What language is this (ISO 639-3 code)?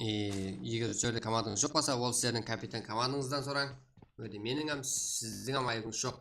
kaa